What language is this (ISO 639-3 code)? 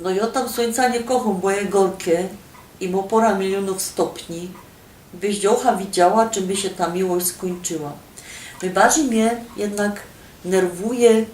szl